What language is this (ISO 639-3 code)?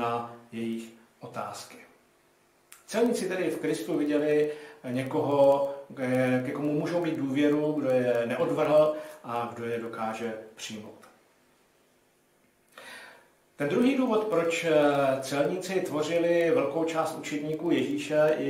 ces